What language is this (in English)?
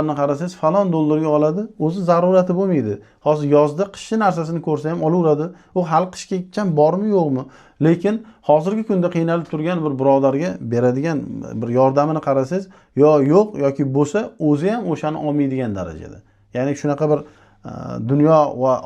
Uzbek